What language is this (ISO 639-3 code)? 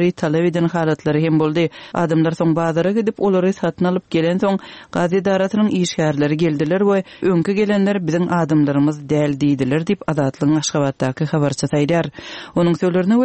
tuk